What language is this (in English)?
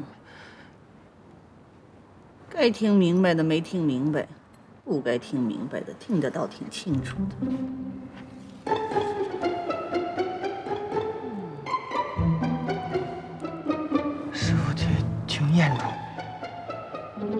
Chinese